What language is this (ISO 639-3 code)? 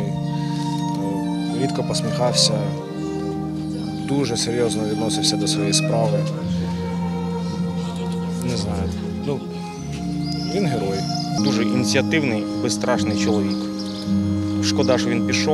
ukr